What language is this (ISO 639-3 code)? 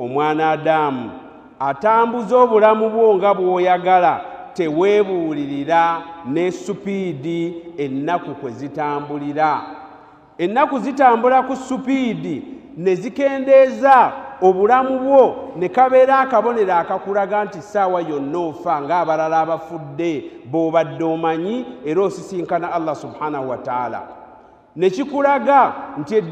lug